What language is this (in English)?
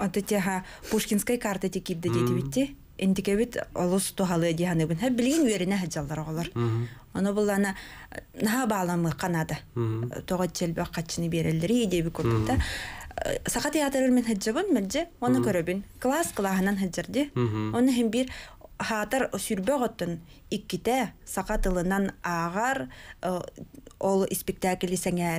Yakut